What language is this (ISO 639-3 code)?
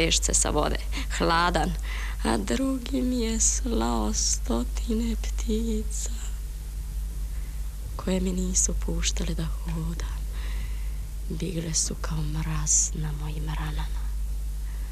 srp